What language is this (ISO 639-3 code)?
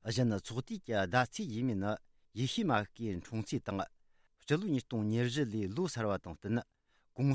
bod